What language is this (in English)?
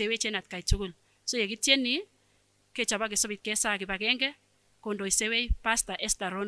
Kipsigis